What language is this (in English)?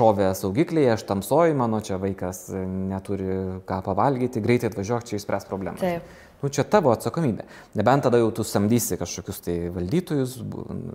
Lithuanian